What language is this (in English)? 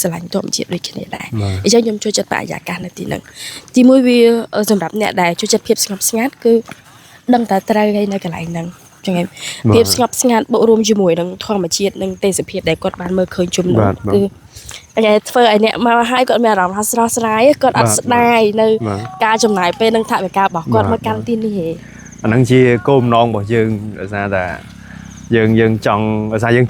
Khmer